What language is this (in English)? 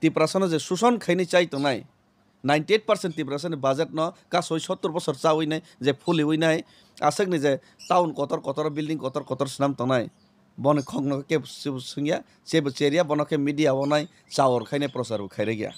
Kok Borok